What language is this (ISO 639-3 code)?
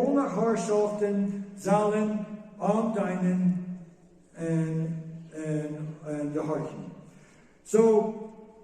pdt